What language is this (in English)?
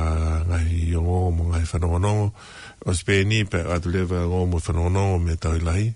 Tongan